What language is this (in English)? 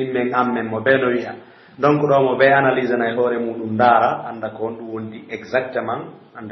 Pular